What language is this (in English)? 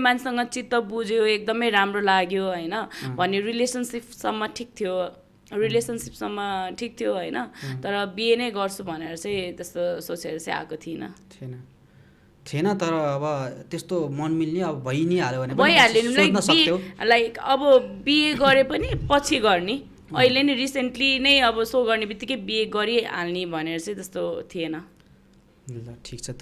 Nepali